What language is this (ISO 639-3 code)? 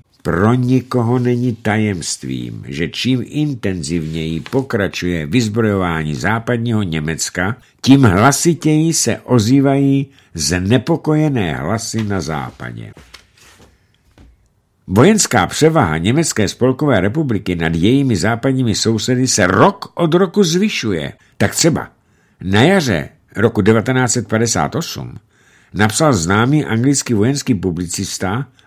ces